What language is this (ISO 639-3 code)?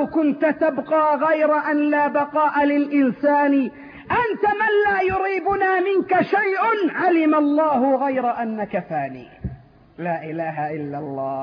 ara